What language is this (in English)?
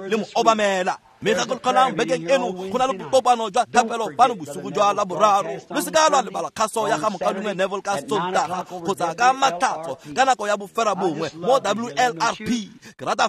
Tswana